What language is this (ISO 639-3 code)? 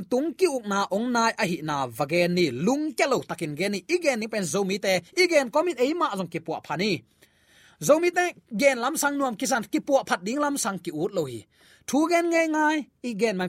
ctd